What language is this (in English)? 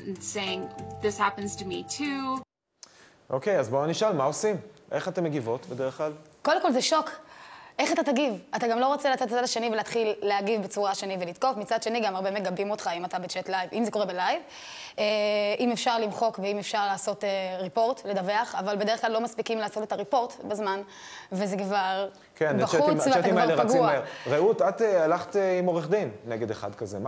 Hebrew